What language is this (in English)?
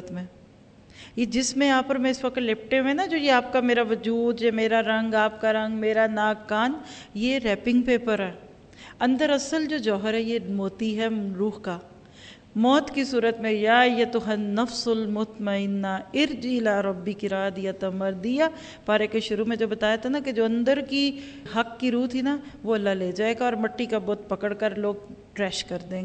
Urdu